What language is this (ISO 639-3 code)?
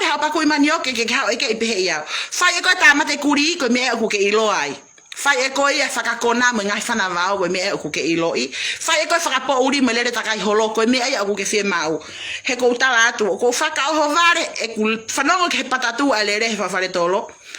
ton